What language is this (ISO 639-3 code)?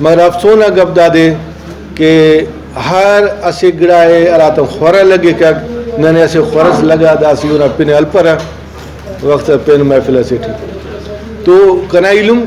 brh